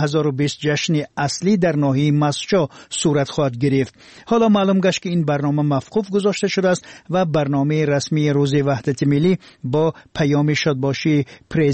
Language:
Tajik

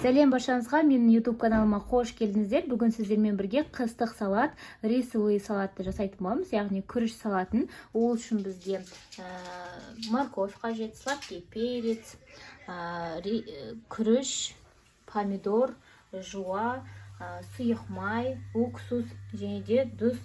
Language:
Kazakh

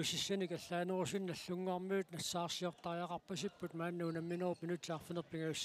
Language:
Kalaallisut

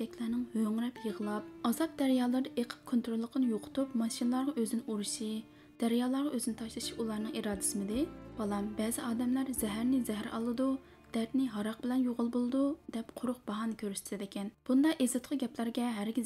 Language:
Uyghur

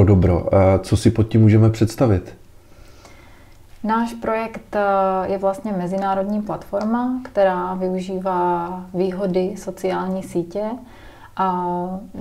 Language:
Czech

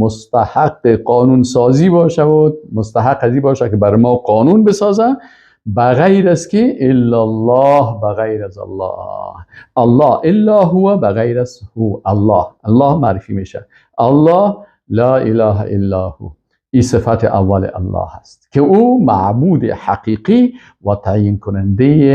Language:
Persian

